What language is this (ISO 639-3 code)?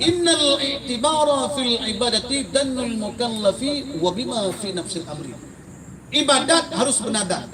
ace